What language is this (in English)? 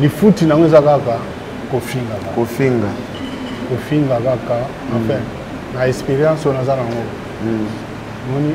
Lingala